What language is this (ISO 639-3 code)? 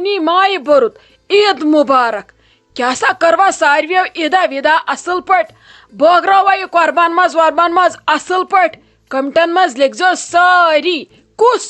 kas